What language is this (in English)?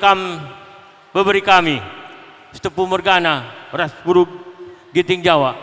Batak Karo